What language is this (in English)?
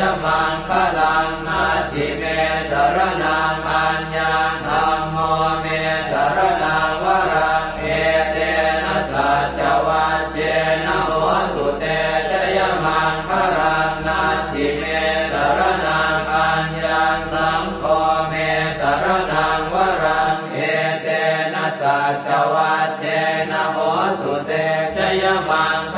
Pali